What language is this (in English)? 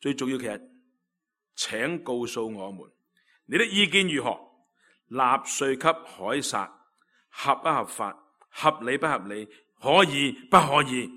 Cantonese